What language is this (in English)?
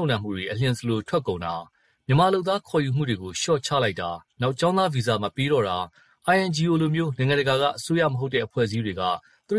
Burmese